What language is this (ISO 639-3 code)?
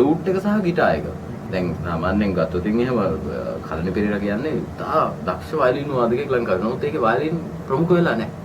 sin